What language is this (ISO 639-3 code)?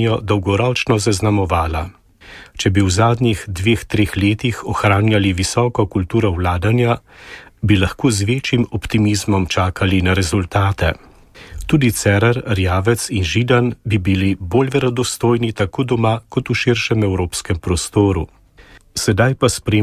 slv